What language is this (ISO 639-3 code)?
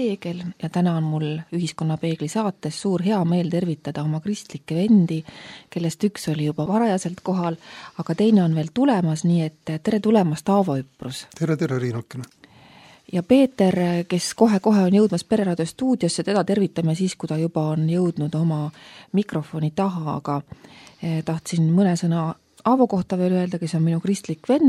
est